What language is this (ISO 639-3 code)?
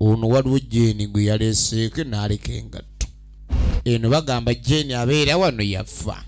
lug